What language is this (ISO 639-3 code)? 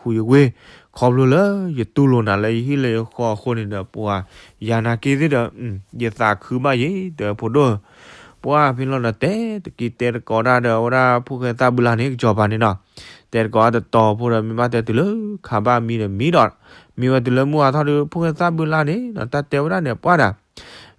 ksw